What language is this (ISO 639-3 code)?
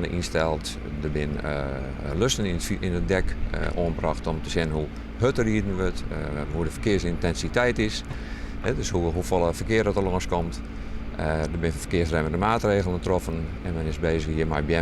fry